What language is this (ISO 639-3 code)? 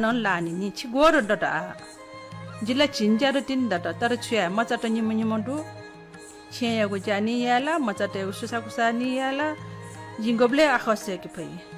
new